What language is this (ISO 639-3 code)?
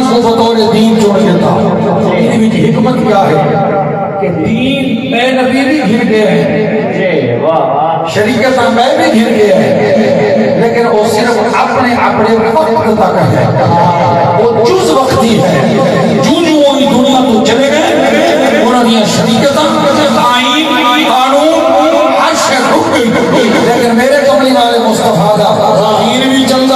skr